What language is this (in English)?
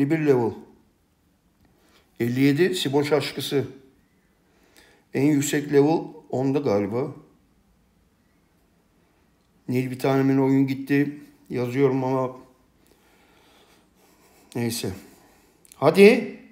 Turkish